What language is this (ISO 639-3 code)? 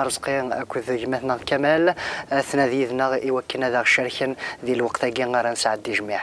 kab